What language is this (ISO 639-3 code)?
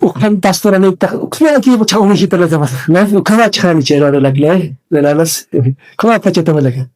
aym